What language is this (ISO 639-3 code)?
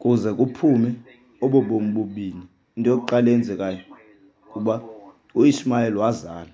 xho